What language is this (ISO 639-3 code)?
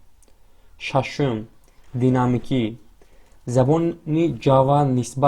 tgk